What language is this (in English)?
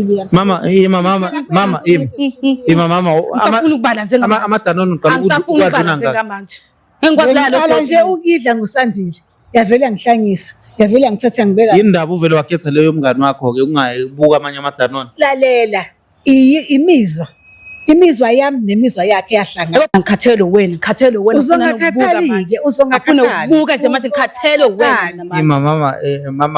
Zulu